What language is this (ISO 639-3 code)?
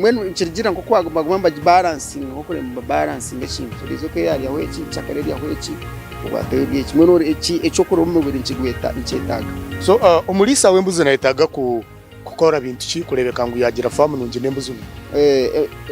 nyn